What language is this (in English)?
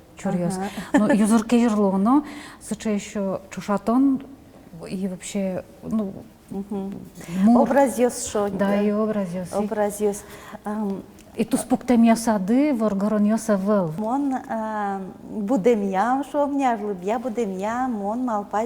Udmurt